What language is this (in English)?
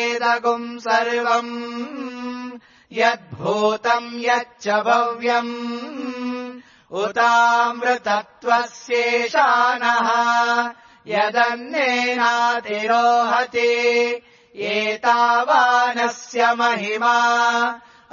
Sanskrit